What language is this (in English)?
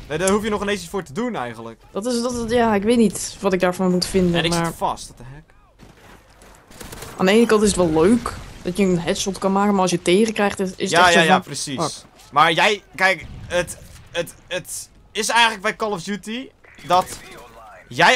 Dutch